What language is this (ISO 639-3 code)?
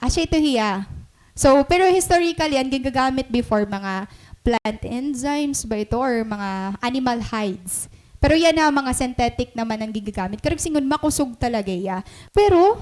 war